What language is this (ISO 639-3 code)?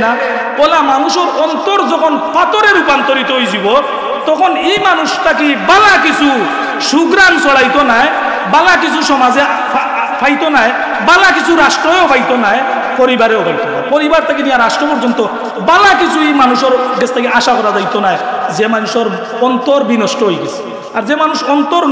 syl